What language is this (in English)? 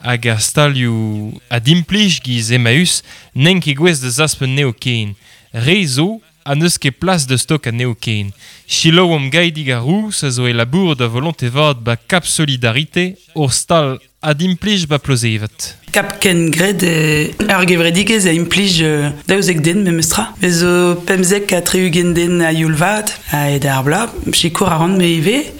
Breton